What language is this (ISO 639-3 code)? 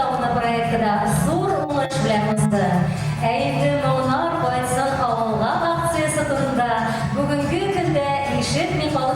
bak